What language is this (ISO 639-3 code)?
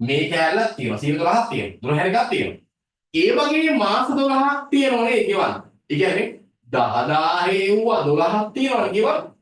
sin